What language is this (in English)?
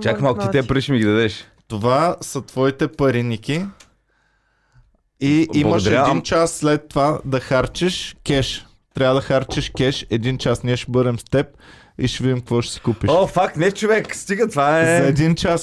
Bulgarian